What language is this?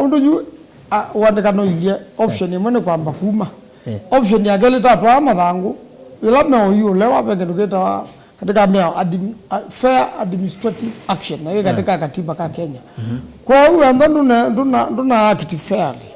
Kamba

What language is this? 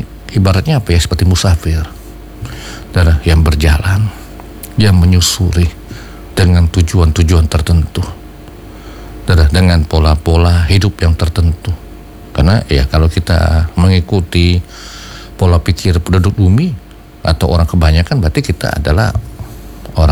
Indonesian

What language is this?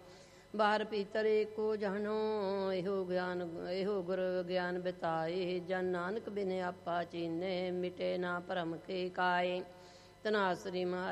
Punjabi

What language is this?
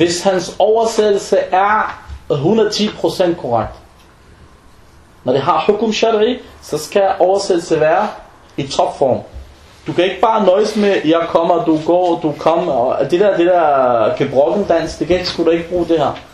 Danish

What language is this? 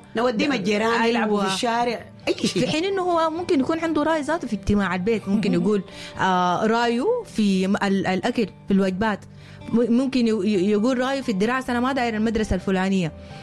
Sudanese Arabic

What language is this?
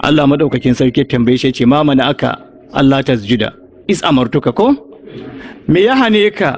Hausa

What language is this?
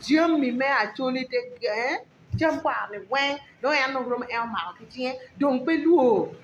Acoli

